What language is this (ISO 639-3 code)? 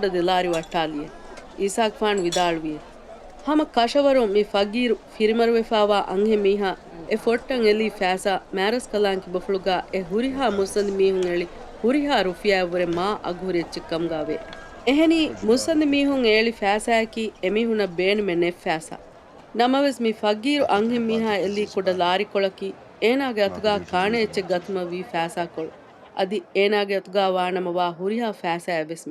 div